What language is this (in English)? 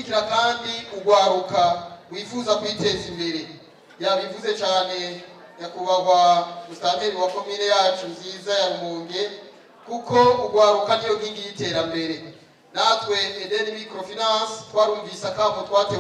Rundi